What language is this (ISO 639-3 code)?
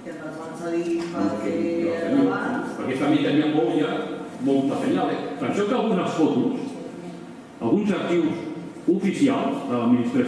cat